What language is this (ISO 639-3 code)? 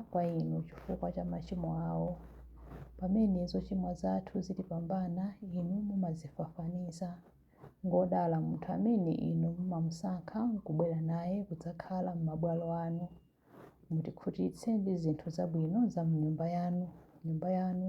nya